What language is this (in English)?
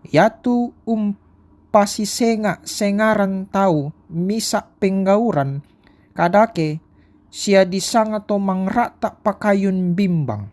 Toraja-Sa'dan